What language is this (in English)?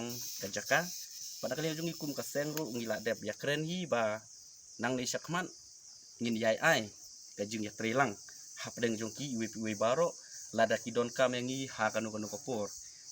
Khasi